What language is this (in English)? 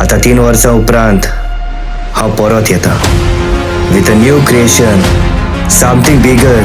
Konkani